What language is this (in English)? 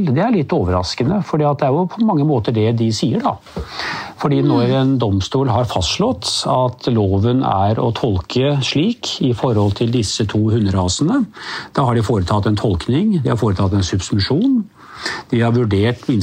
Norwegian